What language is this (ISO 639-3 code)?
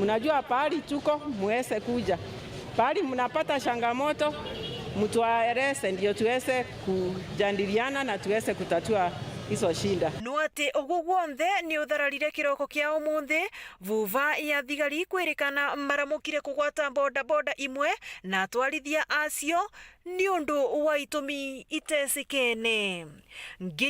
mer